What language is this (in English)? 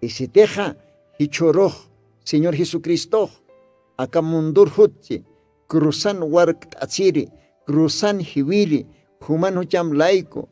Aymara